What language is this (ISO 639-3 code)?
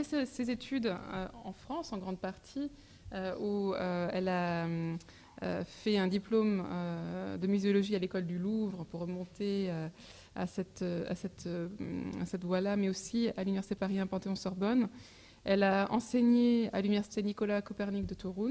fra